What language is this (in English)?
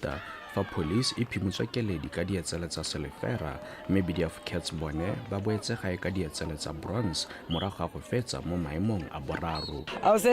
Tswana